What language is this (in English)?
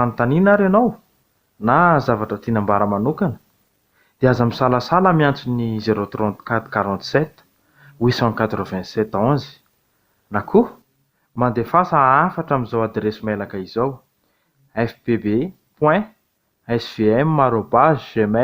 Malagasy